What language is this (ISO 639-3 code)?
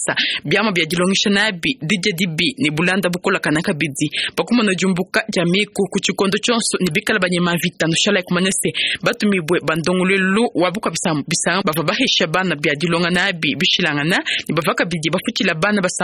lua